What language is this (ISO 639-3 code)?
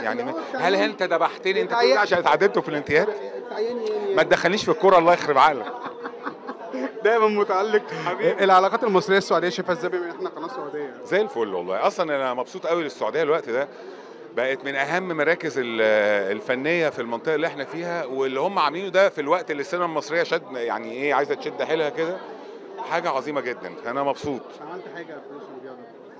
arz